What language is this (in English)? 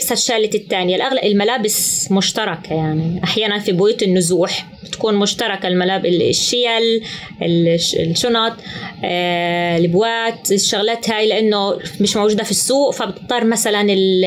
North Levantine Arabic